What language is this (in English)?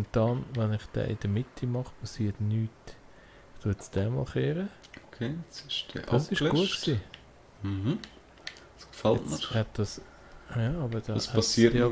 Swiss German